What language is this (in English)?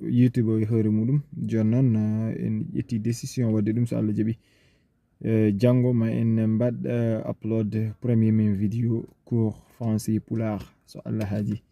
Fula